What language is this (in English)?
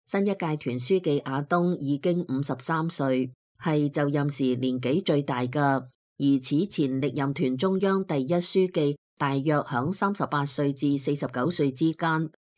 Cantonese